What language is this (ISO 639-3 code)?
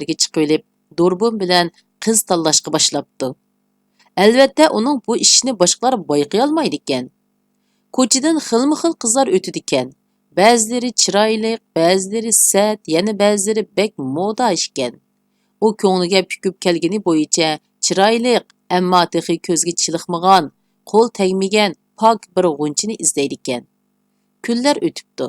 uig